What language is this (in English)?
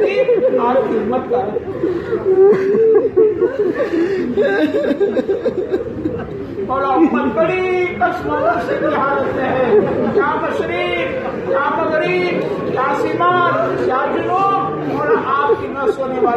Urdu